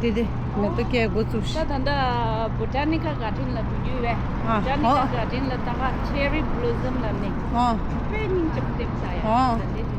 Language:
Tibetan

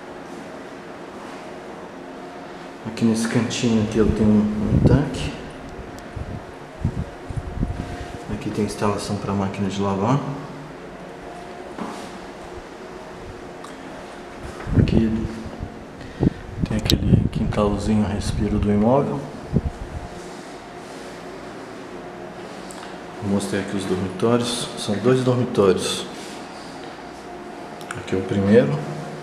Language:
Portuguese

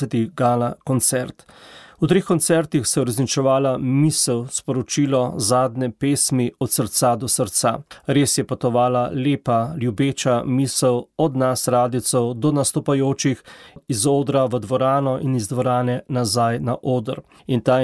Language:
Slovenian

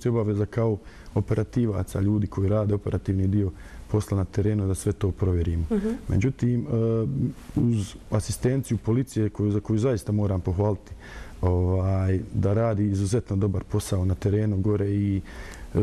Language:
Bosnian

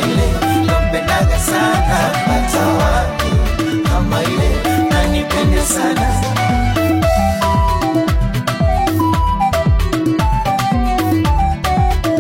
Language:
Swahili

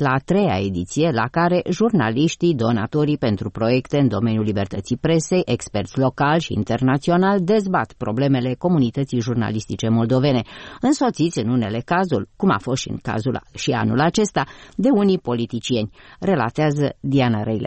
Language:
Romanian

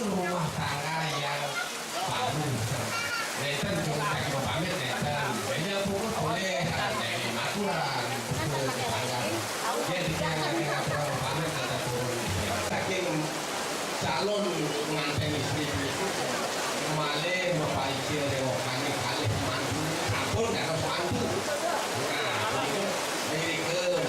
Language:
Balinese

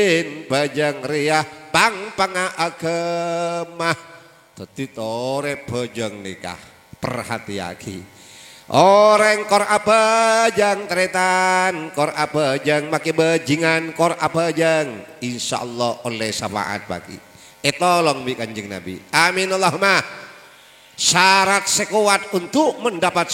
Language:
Madurese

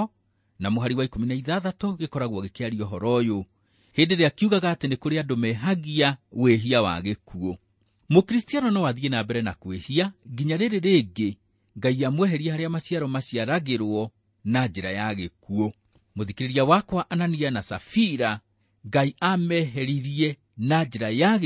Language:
Kikuyu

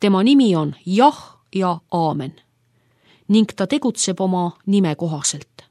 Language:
Estonian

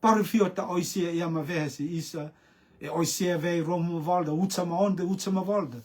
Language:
Rotuman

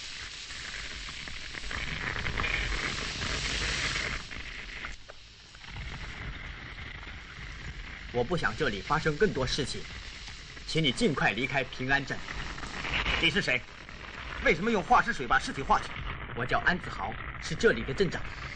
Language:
Chinese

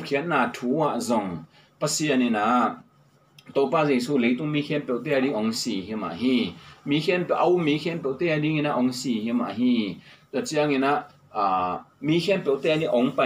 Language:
Tedim Chin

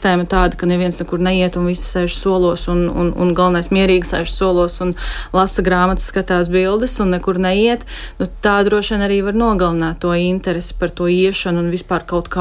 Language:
Latvian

